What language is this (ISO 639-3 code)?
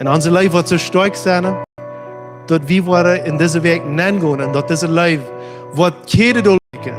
pdt